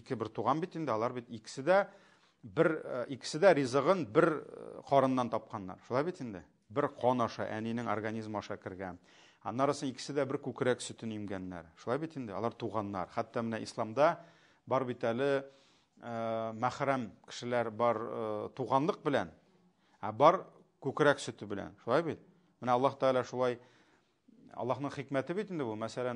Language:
Tatar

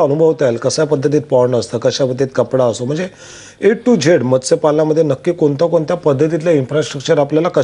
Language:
Marathi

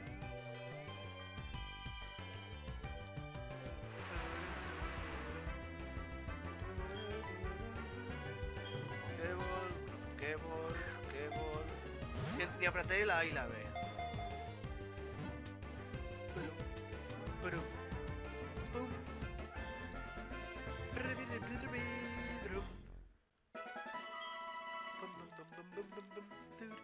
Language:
Catalan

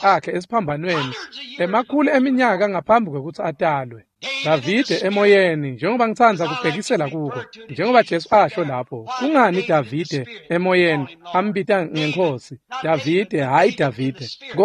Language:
Swati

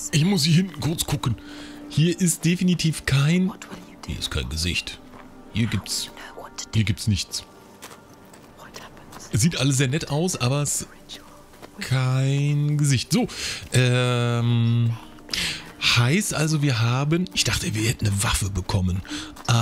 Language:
German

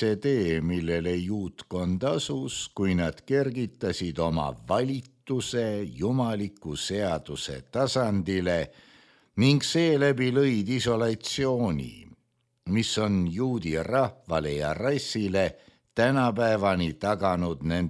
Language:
Estonian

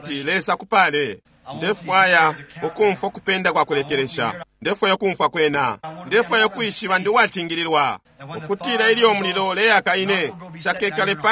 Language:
Bemba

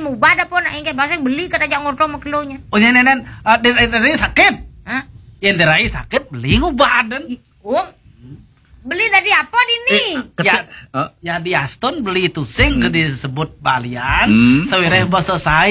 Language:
Balinese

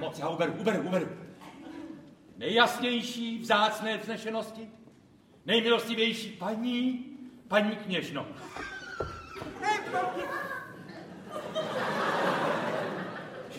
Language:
Czech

